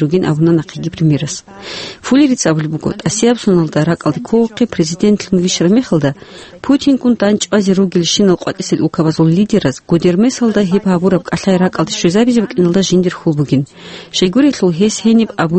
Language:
Avaric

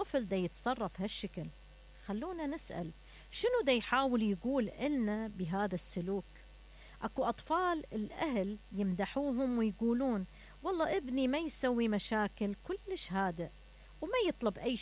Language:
Mesopotamian Arabic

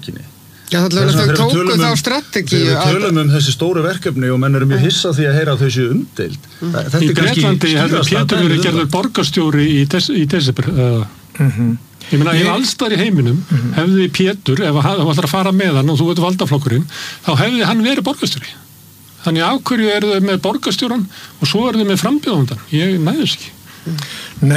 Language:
Icelandic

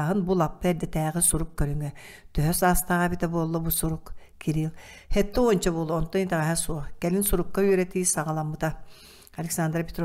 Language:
Yakut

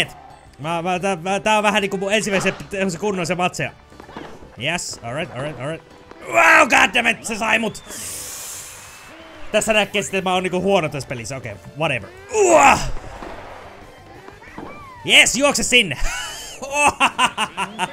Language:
Finnish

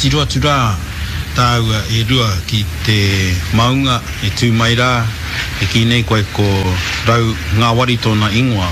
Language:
Māori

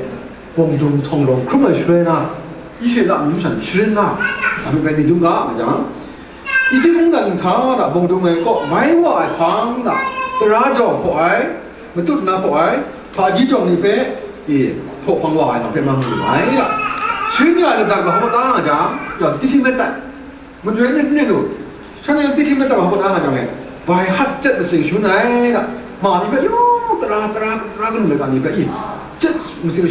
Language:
Kachin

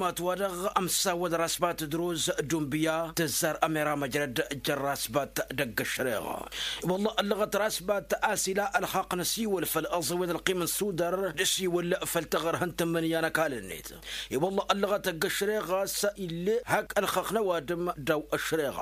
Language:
Tamasheq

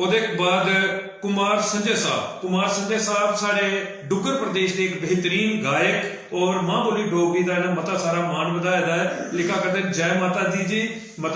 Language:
Dogri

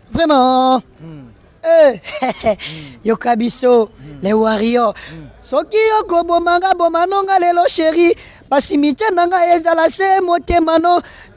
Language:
Lingala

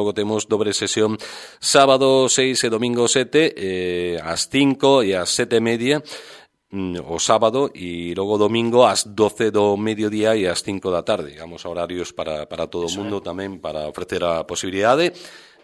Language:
Galician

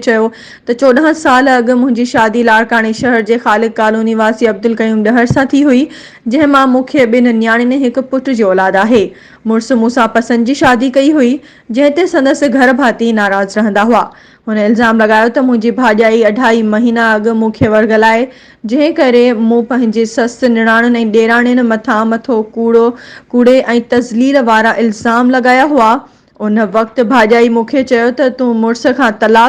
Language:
Sindhi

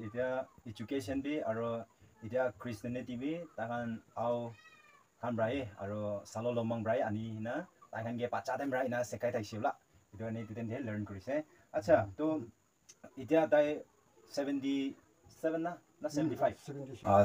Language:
Naga Pidgin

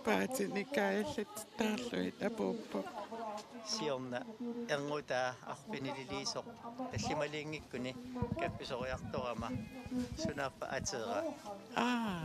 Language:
Kalaallisut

